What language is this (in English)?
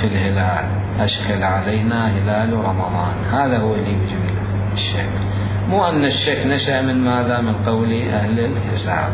Mesopotamian Arabic